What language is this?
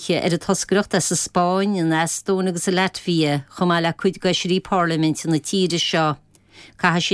Irish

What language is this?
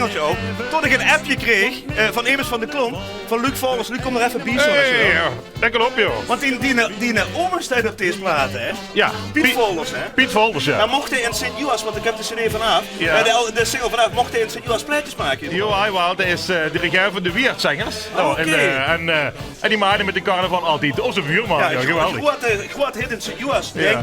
Limburgish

